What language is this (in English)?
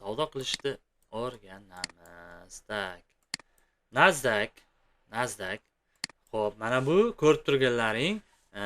Uzbek